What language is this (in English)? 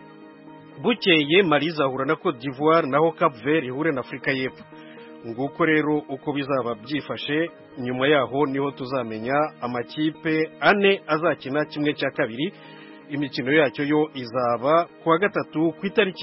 Kinyarwanda